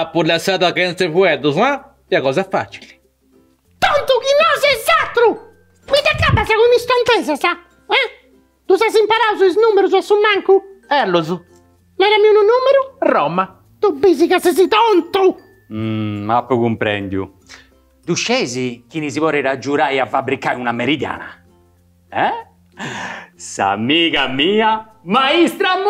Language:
Sardinian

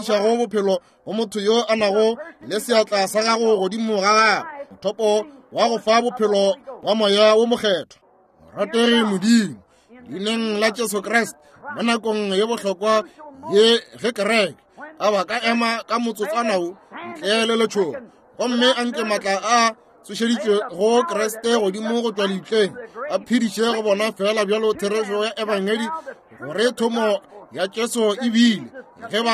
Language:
Northern Sotho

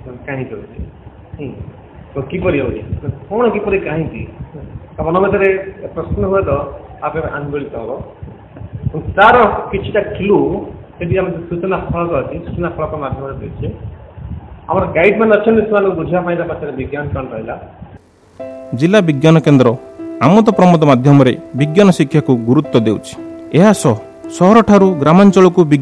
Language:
Odia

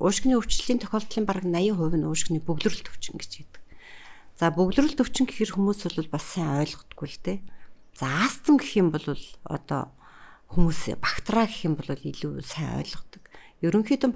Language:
Mongolian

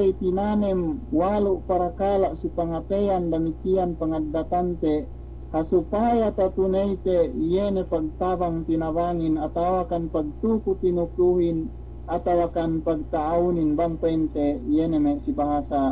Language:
Yakan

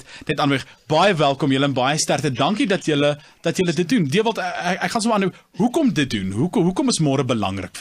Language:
Afrikaans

